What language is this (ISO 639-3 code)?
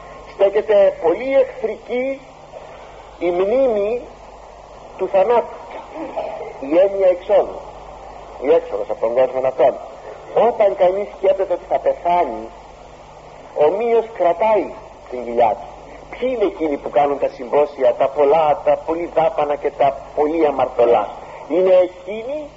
ell